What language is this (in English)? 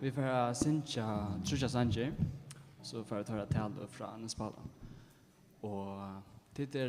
Faroese